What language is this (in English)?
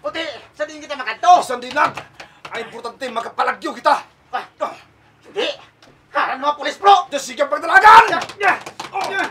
Hiligaynon